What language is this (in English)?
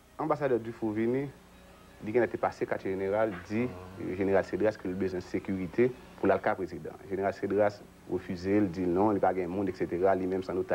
Haitian Creole